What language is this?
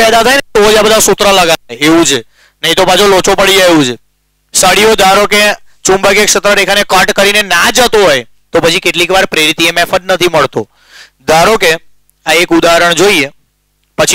Gujarati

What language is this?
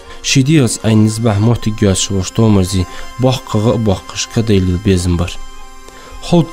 Ingush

